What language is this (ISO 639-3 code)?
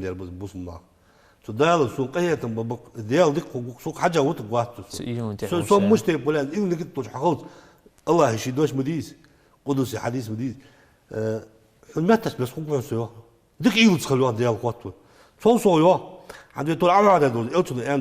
inh